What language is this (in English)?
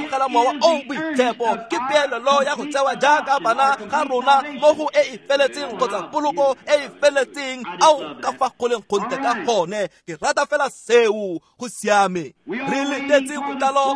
Tswana